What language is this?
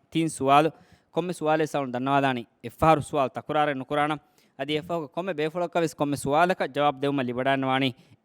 Divehi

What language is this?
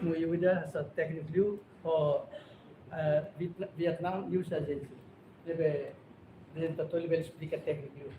Tetum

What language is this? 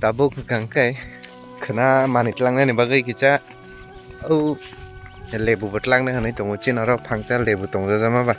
Kok Borok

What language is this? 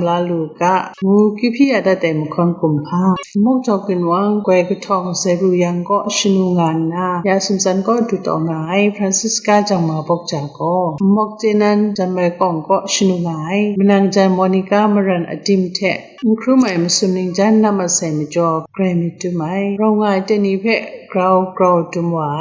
Kachin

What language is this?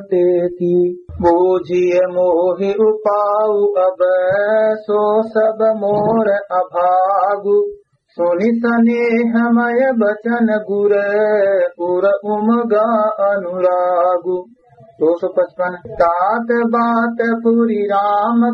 Awadhi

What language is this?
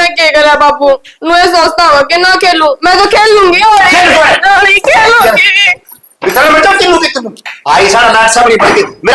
Haryanvi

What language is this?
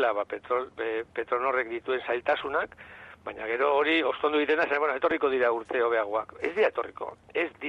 Basque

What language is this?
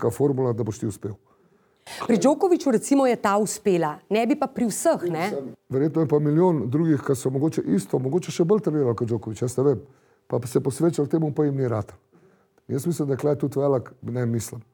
Slovenian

